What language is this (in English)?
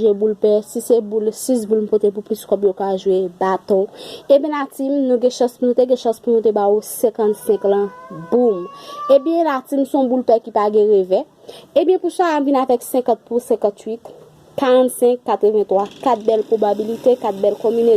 Haitian Creole